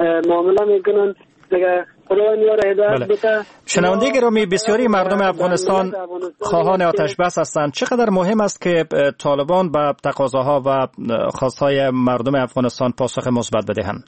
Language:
Persian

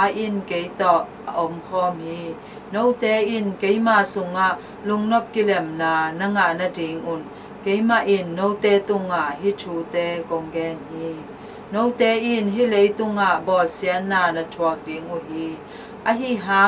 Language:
Tedim Chin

